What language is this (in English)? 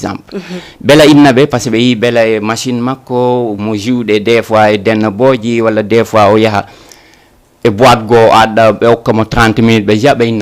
Fula